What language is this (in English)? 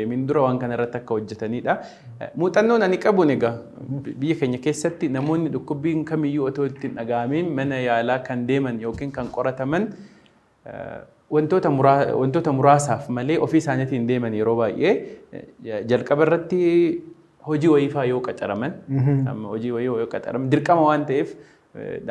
Oromo